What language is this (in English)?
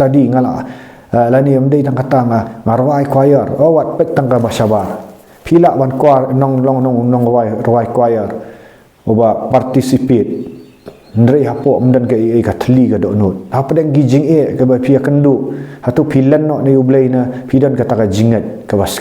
Khasi